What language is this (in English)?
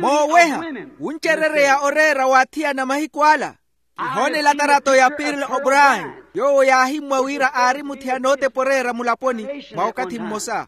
Makhuwa